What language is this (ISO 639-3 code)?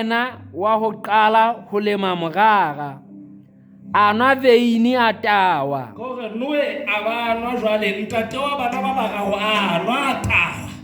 sot